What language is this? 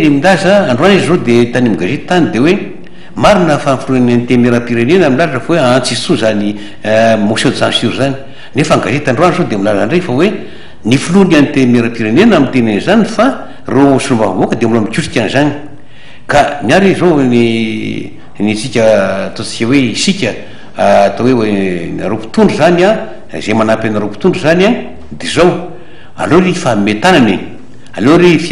Malagasy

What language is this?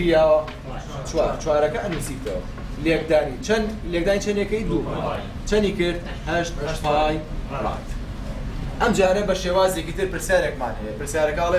Central Kurdish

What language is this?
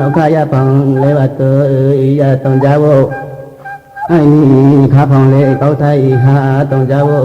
Riang (India)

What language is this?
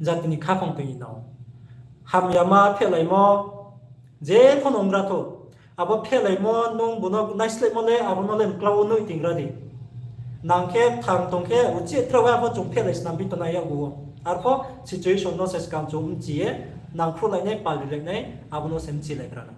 Riang (India)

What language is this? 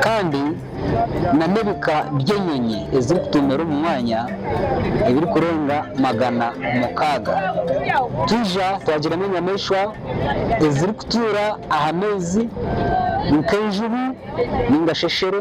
Nyankole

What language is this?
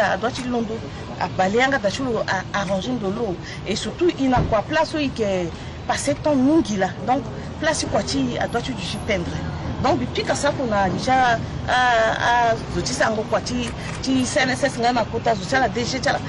Sango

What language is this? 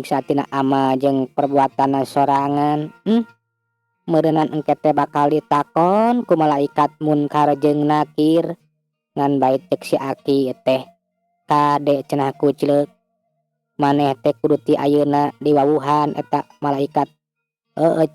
Sundanese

